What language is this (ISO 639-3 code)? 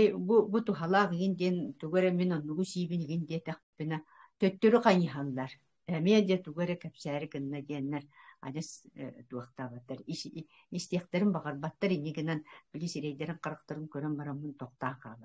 sah